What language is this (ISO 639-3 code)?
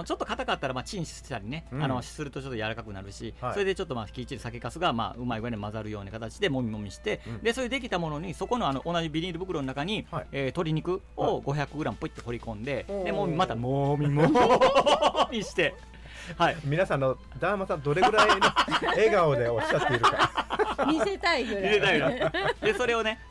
jpn